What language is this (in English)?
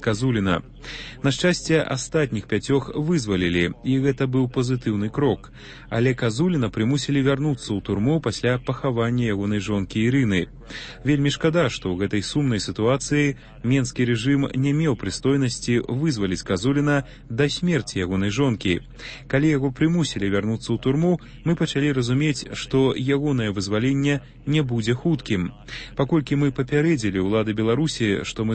Belarusian